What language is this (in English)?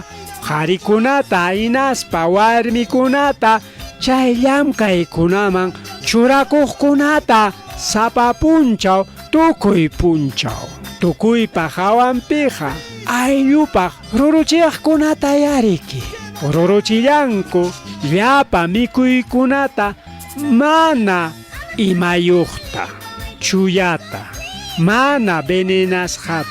Ayacucho Quechua